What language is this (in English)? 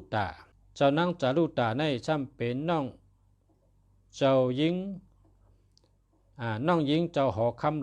Shan